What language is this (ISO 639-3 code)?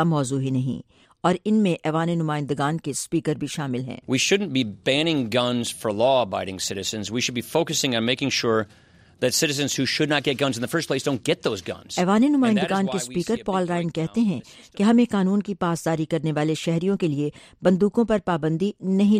urd